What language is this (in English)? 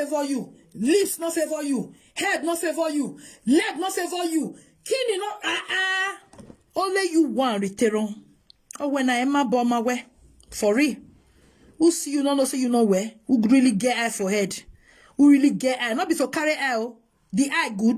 Nigerian Pidgin